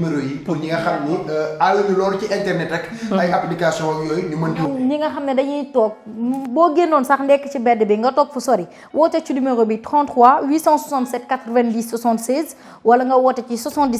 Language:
Wolof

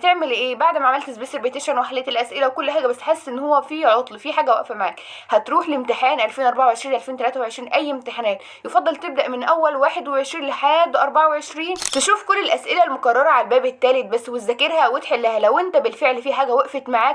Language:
Egyptian Arabic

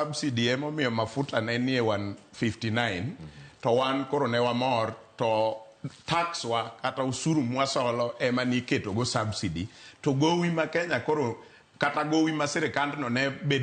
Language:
Luo (Kenya and Tanzania)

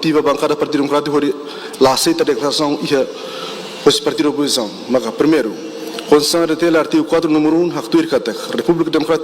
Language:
Tetum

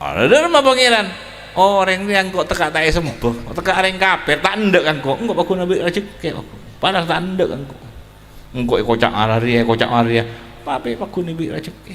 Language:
Madurese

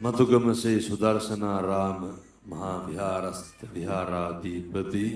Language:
Sinhala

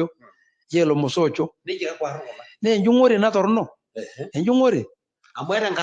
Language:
Masai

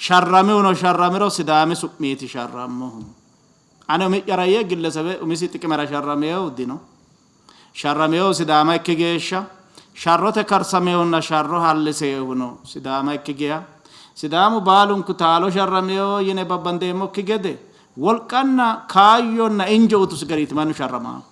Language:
Sidamo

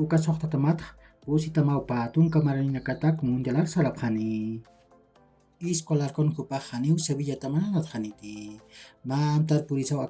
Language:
Aymara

